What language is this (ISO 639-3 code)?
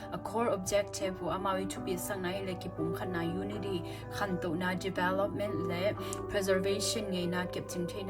ctd